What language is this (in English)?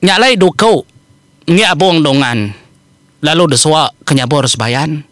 Iban